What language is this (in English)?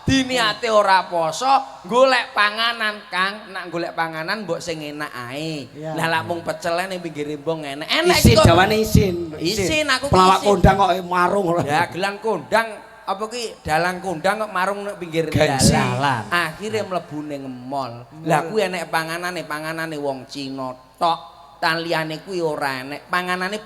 Javanese